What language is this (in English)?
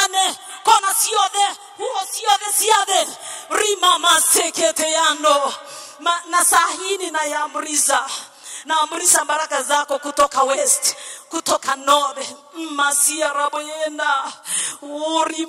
Swahili